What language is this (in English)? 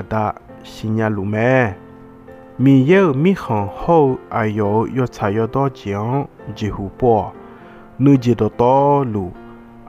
Akha